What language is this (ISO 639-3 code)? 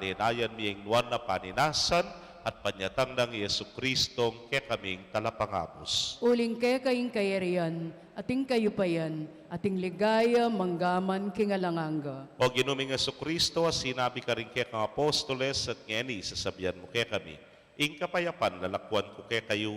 pam